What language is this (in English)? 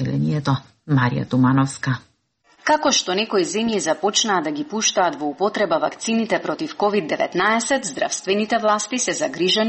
Macedonian